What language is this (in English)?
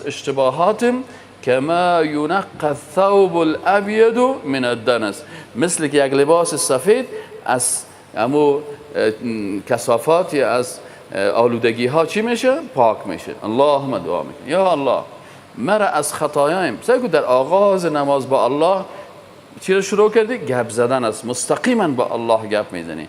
Persian